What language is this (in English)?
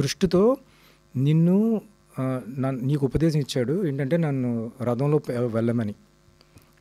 Telugu